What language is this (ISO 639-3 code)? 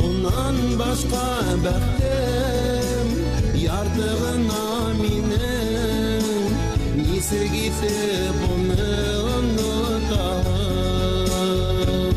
bak